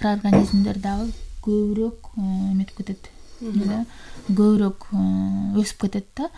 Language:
Kyrgyz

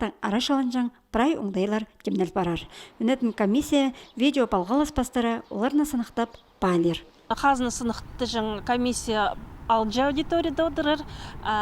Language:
Khakas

